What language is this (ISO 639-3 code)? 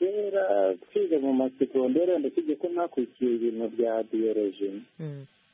kin